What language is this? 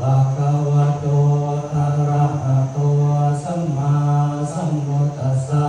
Pali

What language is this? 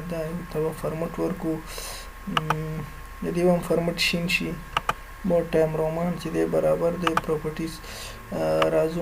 Pashto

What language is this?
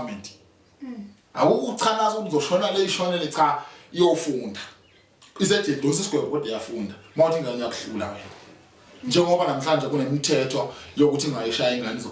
Zulu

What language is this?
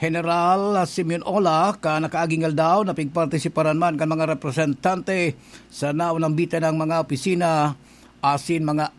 Bikol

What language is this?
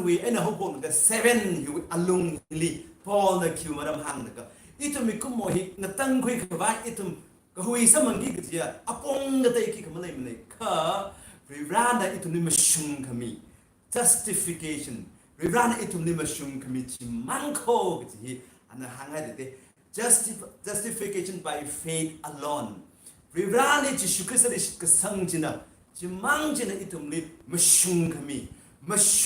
Tangkhul Naga (India)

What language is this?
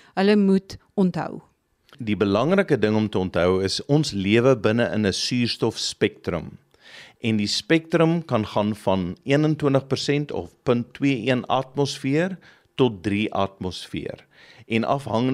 Afrikaans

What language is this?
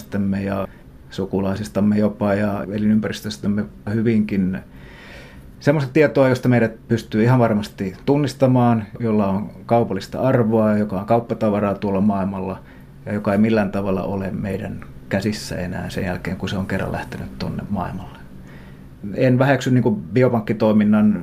Finnish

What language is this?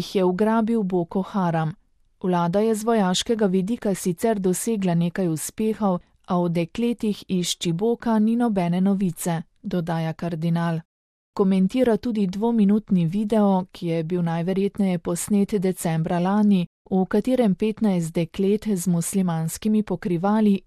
Slovenian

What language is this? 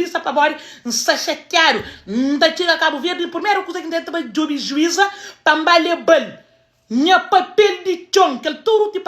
Kabuverdianu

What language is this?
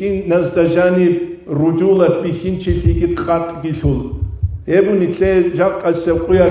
Avaric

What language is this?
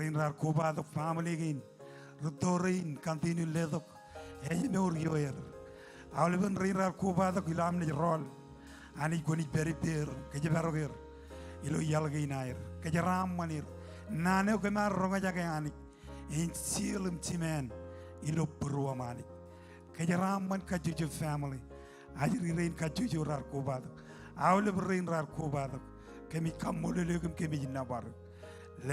Marshallese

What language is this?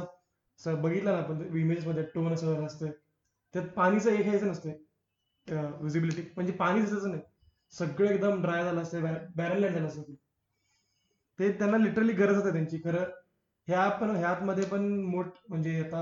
Marathi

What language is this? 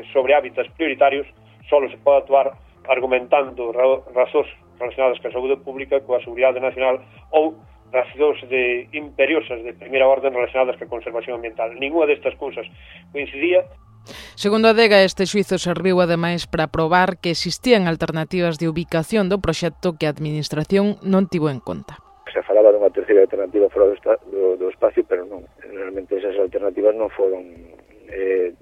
Galician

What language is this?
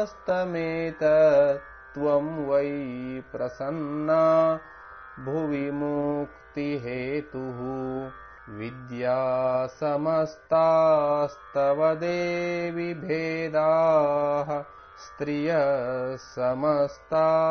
Sanskrit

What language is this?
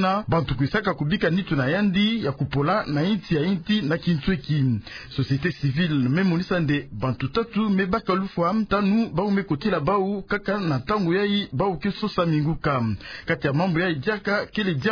Kituba (Democratic Republic of Congo)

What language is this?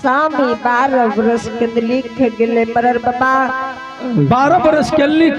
Angika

